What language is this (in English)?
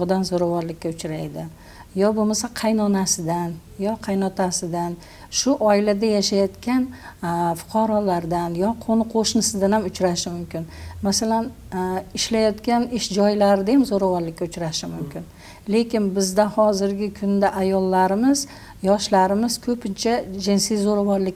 Uzbek